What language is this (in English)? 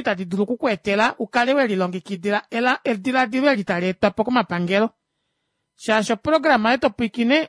Kuanyama